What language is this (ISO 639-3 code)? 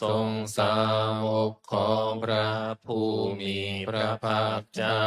pli